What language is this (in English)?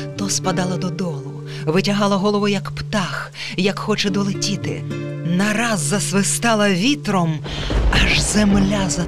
Ukrainian